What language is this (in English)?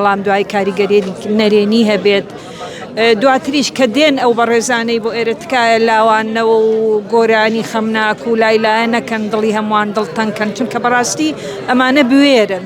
Central Kurdish